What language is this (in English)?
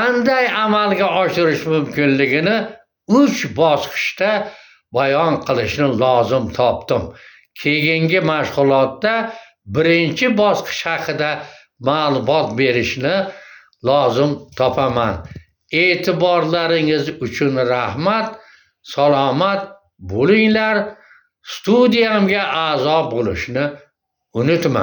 Uzbek